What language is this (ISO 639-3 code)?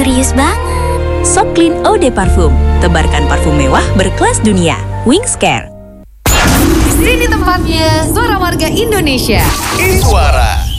ind